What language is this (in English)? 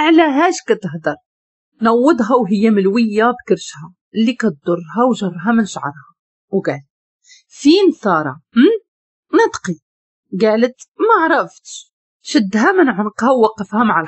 Moroccan Arabic